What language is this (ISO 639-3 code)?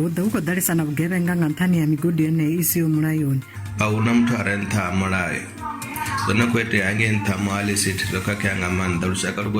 ven